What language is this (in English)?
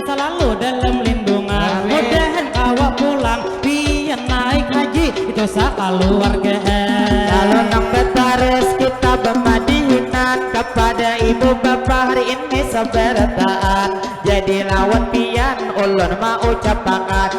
Banjar